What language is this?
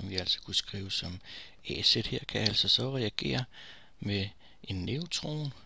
Danish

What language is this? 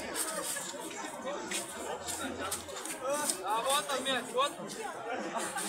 Russian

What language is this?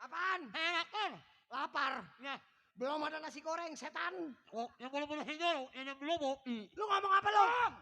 Betawi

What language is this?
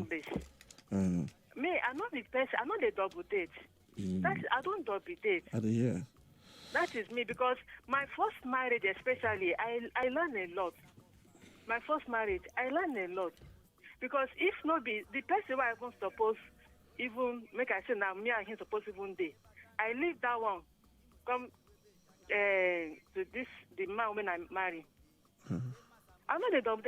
Nigerian Pidgin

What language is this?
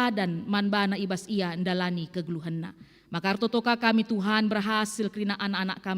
Batak Karo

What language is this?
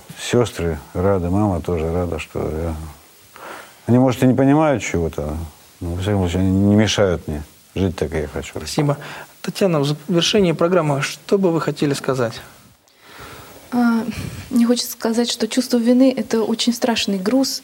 Russian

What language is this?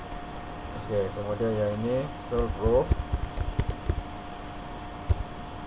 Malay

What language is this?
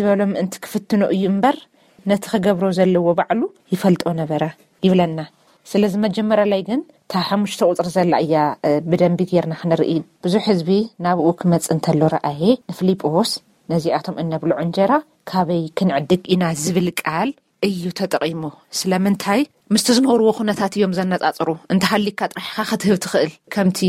Tigrinya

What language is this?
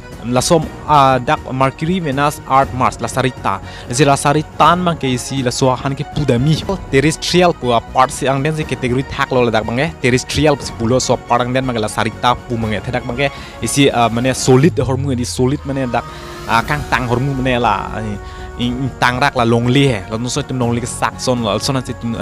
Karbi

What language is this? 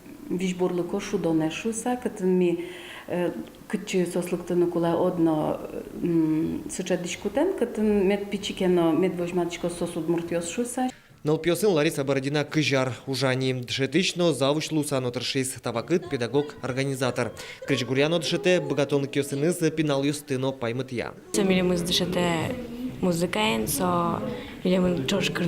Udmurt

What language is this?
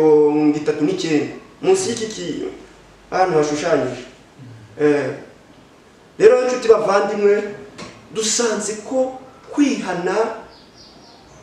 Kinyarwanda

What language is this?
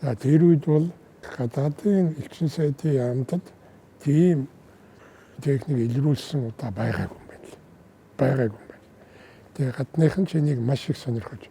Mongolian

